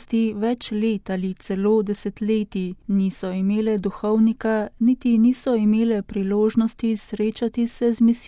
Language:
Slovenian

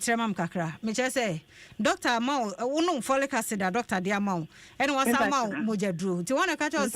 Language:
Akan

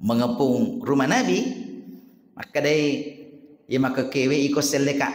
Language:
Buginese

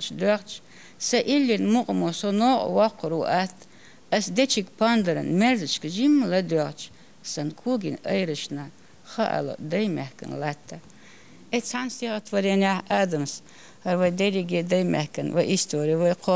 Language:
Chechen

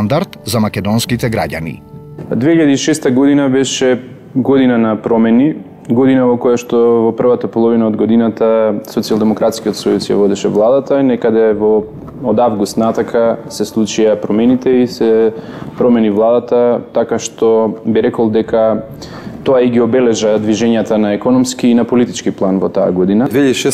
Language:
Macedonian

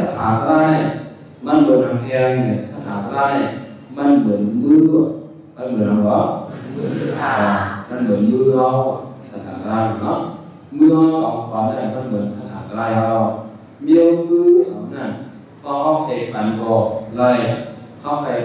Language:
Shan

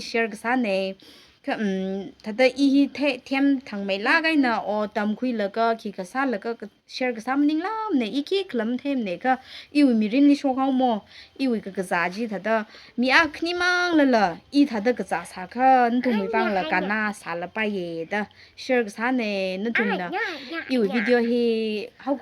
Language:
Tangkhul Naga (India)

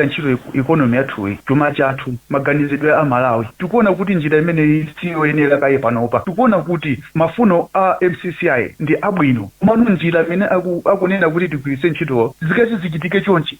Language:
Nyanja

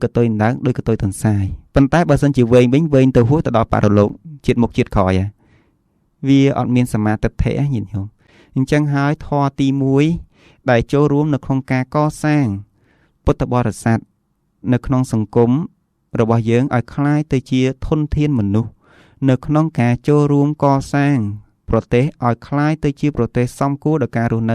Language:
Khmer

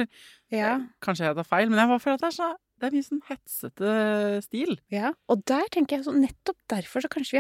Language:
Norwegian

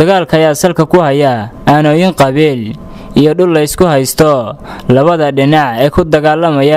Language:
Somali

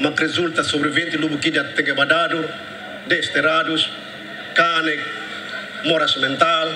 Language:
Tetum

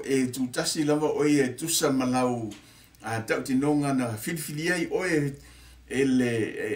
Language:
Samoan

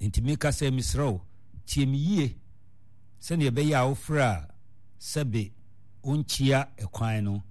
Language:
Akan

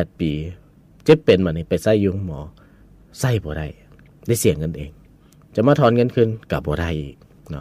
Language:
Lao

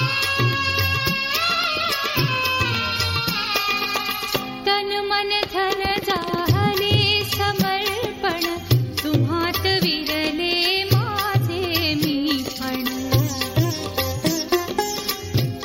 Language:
Marathi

